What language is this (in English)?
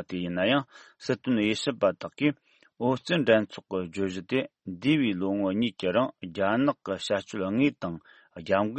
Tibetan